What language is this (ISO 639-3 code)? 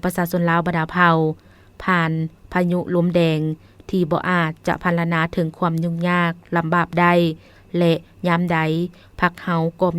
lao